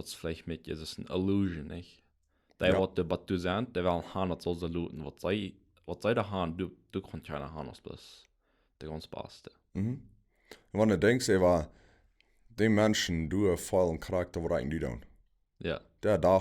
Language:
Plautdietsch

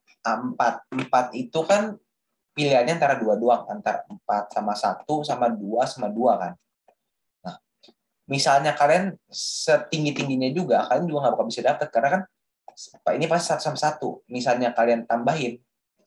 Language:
Indonesian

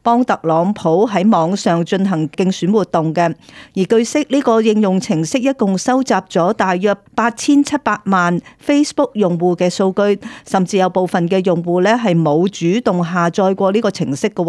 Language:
Cantonese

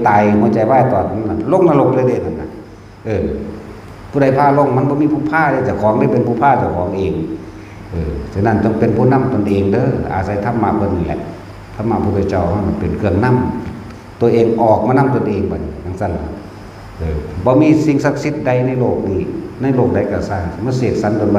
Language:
Northeastern Thai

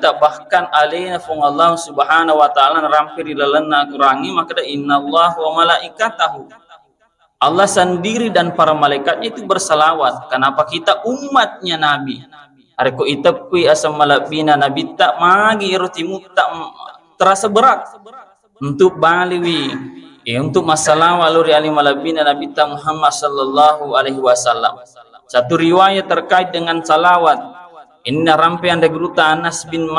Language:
Buginese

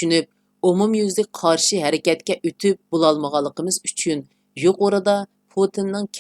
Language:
Uyghur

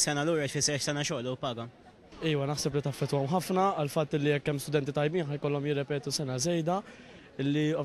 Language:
Maltese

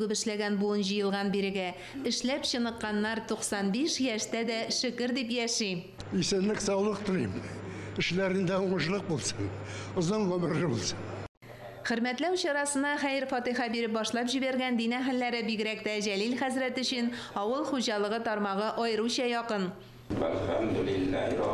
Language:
Tatar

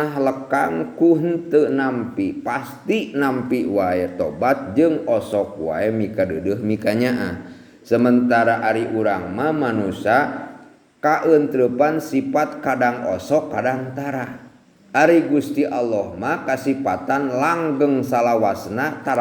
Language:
Sundanese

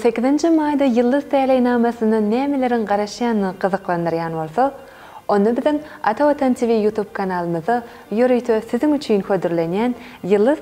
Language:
Turkmen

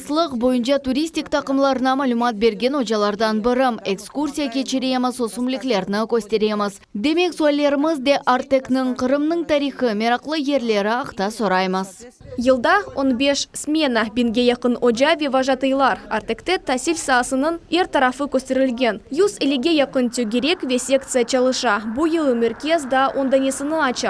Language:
Crimean Tatar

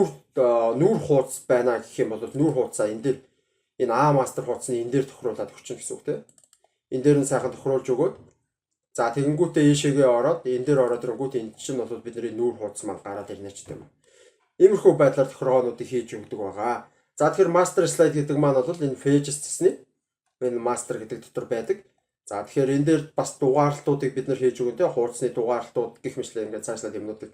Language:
Mongolian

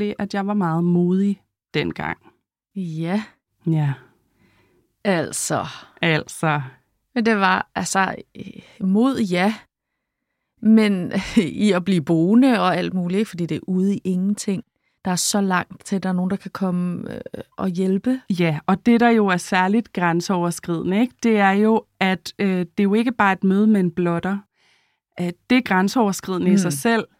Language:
Danish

